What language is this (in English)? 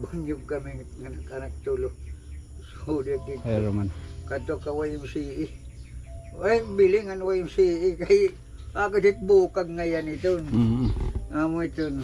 Waray